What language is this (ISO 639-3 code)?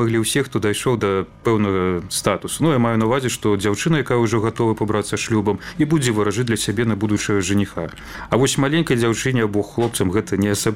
bel